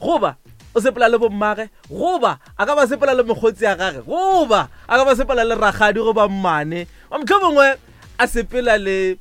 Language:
Northern Sotho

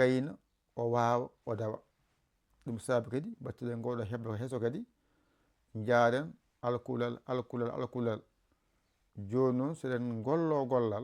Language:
Fula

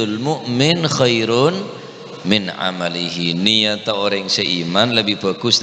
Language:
Madurese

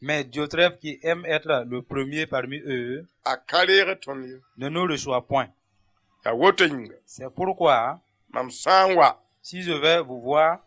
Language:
Mossi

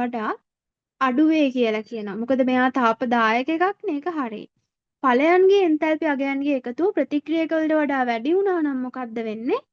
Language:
Sinhala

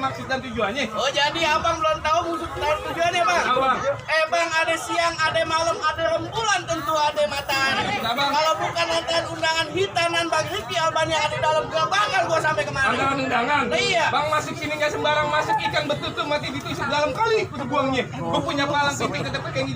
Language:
Betawi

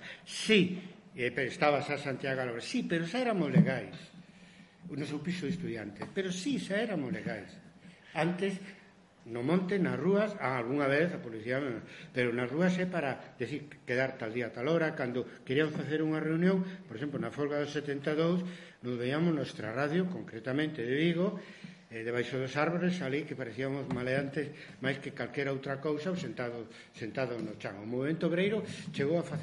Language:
Galician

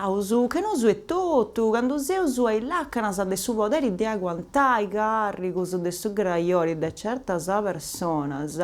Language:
Sardinian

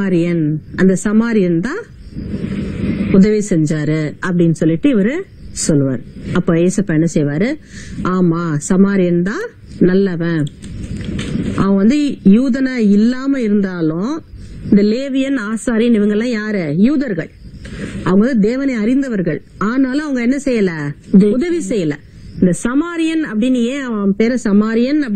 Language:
Tamil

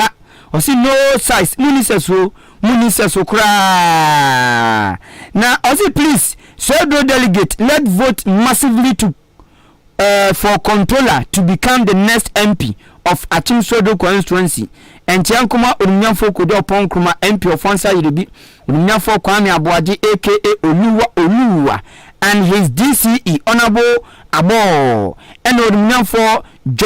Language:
Akan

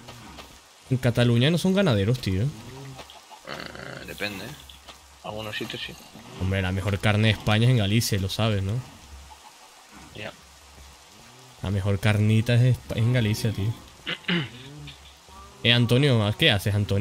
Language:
Spanish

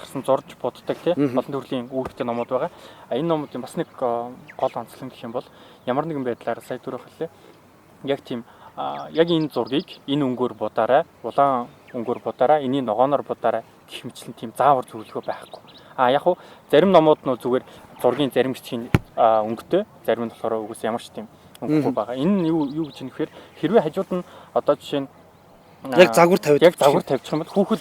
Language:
Mongolian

